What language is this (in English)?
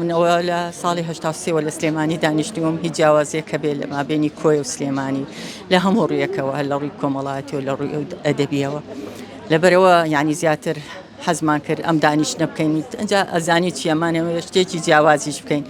Central Kurdish